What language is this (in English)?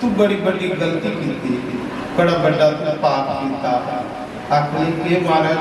Dogri